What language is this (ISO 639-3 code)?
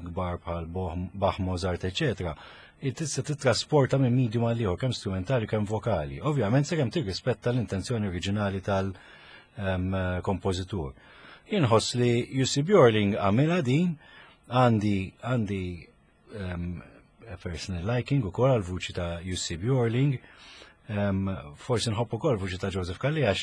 mlt